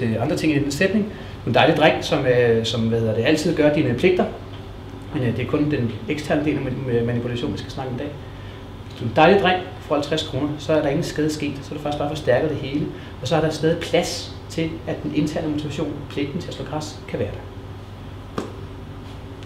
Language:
Danish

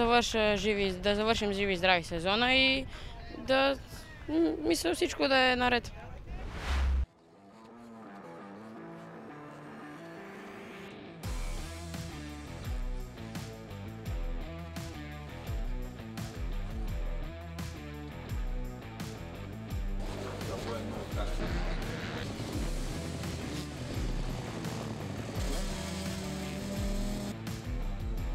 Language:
Bulgarian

